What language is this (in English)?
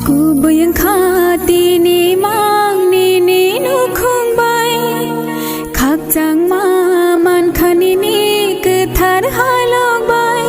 Kok Borok